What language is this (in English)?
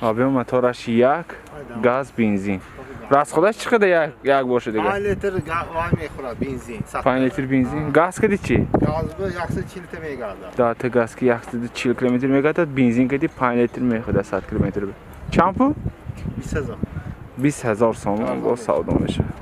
Tajik